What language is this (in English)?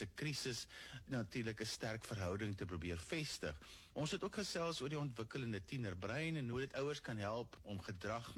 Afrikaans